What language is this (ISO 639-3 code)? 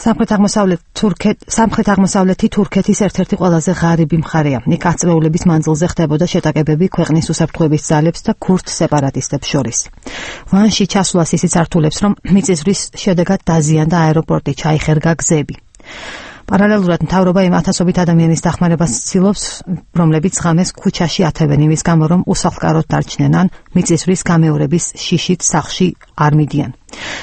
kat